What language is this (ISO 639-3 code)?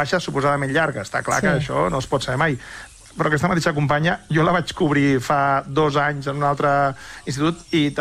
cat